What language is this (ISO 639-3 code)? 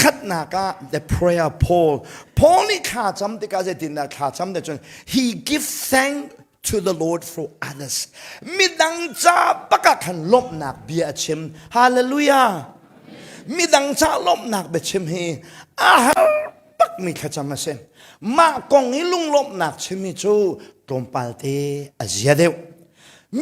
cnh